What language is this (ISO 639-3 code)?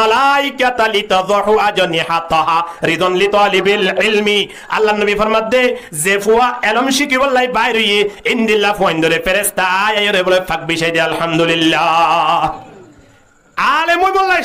rhg